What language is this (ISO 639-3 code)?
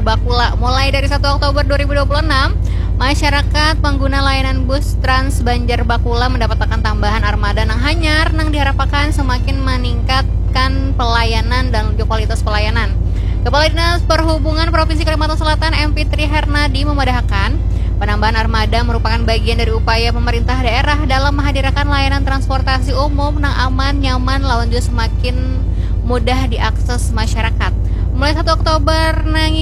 bjn